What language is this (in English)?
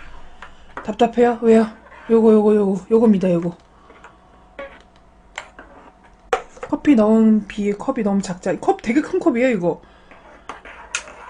Korean